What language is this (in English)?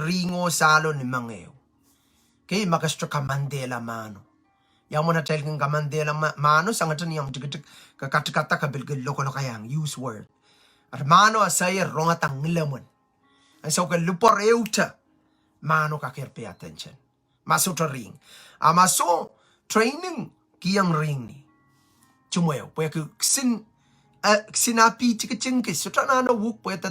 Pohnpeian